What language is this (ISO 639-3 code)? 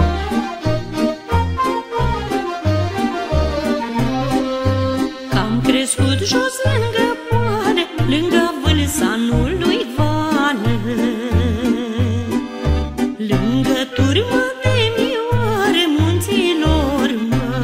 ron